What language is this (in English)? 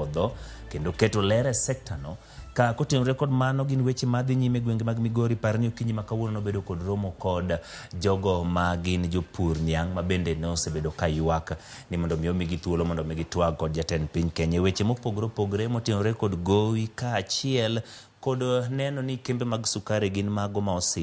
Luo (Kenya and Tanzania)